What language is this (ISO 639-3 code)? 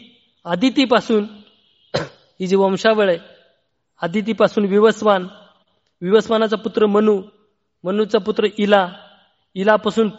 mar